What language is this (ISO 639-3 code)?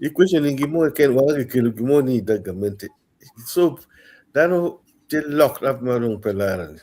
ach